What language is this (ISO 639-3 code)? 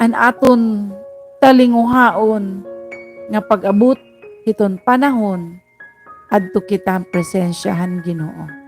war